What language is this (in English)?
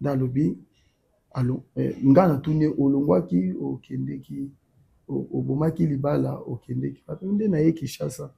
Lingala